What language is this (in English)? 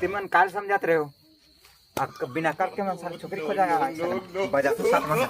Chhattisgarhi